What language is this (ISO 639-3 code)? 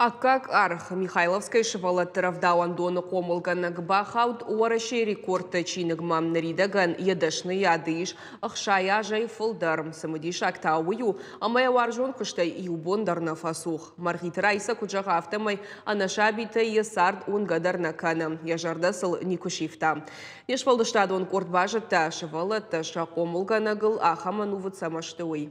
oss